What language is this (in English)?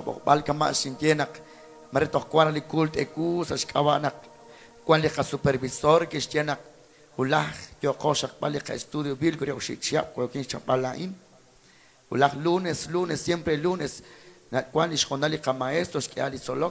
Kekchí